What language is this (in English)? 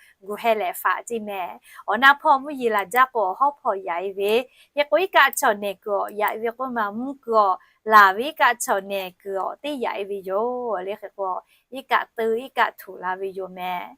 Lahu